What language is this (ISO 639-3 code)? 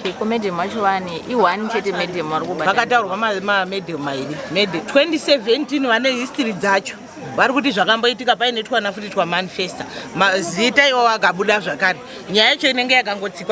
sna